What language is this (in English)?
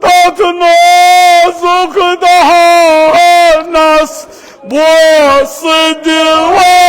Kashmiri